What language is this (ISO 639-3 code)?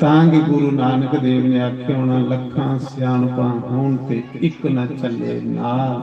doi